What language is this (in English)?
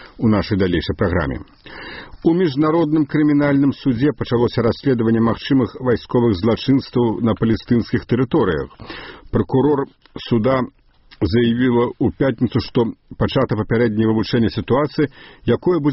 Belarusian